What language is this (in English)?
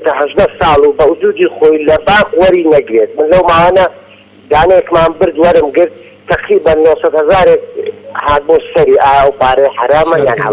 Central Kurdish